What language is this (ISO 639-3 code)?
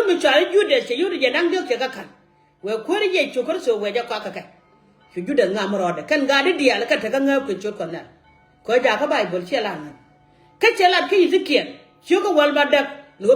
nus